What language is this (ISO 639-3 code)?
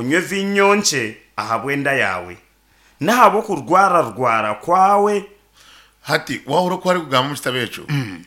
nyn